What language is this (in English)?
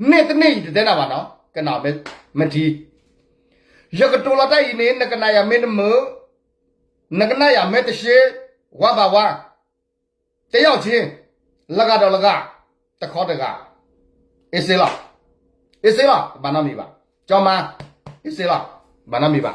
S'gaw Karen